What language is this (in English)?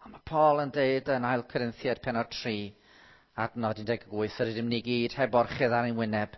Welsh